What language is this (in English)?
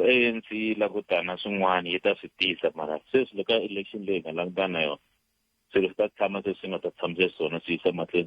Tsonga